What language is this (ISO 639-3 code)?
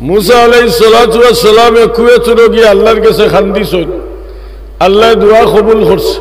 syl